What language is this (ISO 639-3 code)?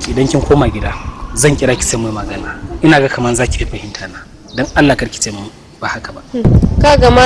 hau